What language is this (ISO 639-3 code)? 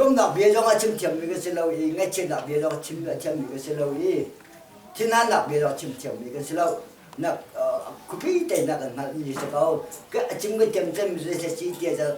cnh